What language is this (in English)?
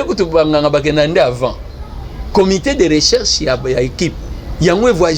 Lingala